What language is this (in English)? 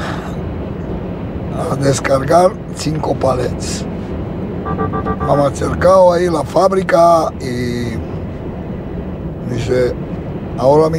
Spanish